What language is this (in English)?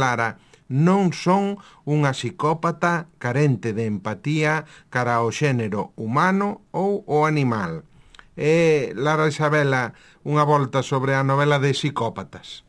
Galician